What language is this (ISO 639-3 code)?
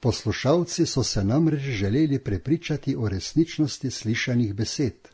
slv